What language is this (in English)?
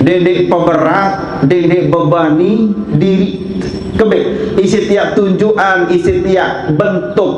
Sasak